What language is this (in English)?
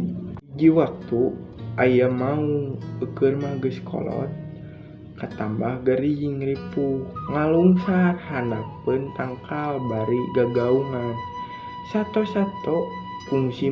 Sundanese